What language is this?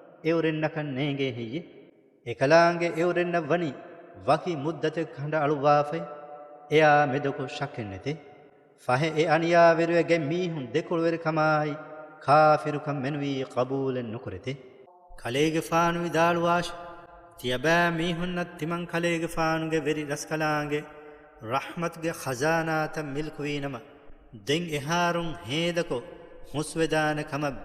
Divehi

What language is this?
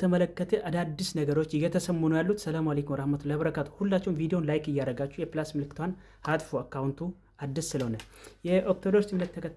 Amharic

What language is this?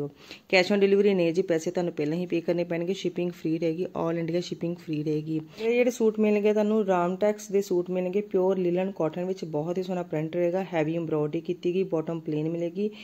Punjabi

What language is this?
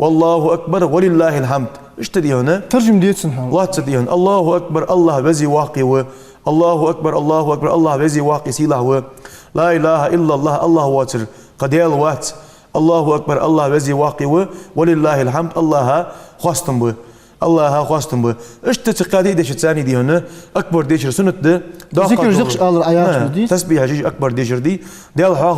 Ingush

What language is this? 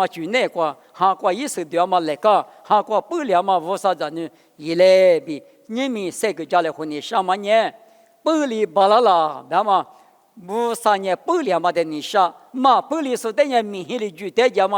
Lisu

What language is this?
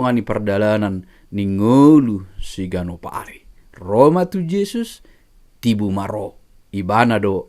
Batak Toba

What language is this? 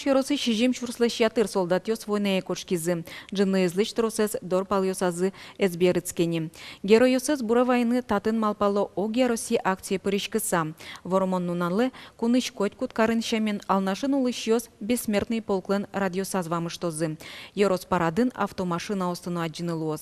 Udmurt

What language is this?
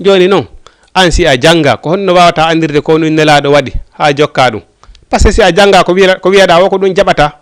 Fula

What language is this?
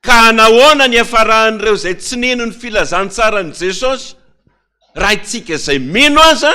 Malagasy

